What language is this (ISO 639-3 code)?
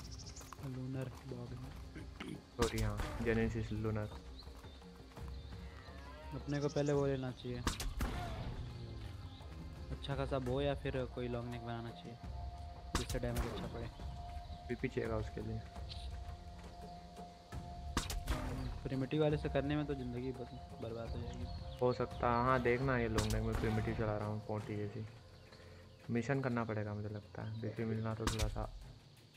hin